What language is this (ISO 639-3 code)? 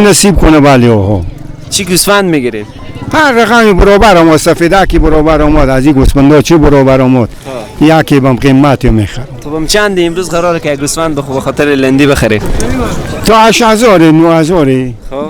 fas